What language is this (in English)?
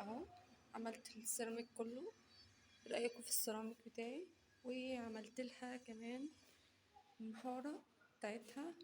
Egyptian Arabic